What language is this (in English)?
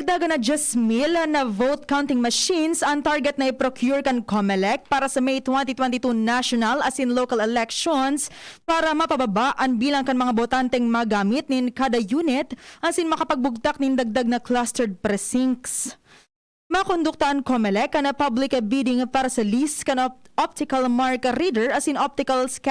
Bikol